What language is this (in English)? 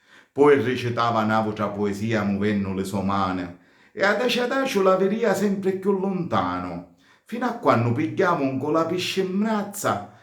Sicilian